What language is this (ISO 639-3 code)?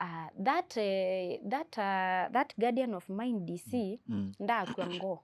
kam